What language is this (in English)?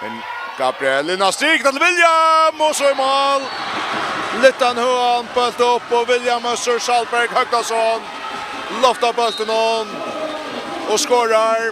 Faroese